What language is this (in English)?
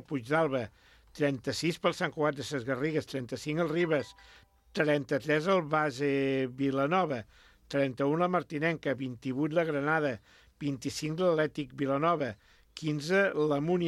Catalan